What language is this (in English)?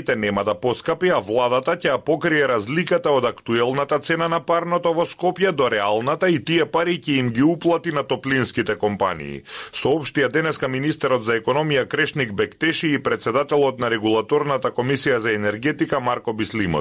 Macedonian